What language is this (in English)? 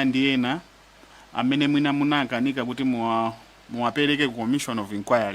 Nyanja